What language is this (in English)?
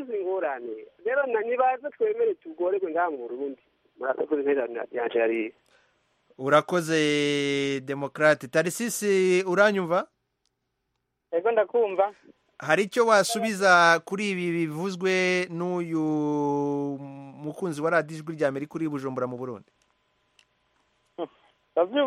Kinyarwanda